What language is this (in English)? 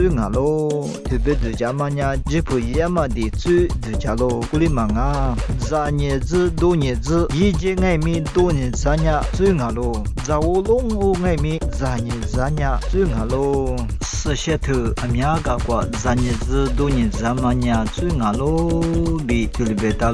Lisu